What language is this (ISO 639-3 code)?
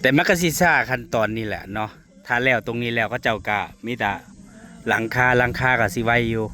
tts